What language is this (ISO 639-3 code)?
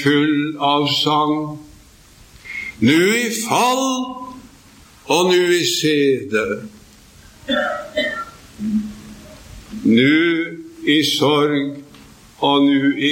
nor